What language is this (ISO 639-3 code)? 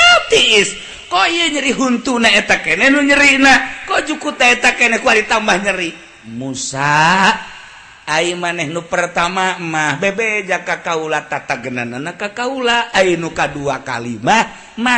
sun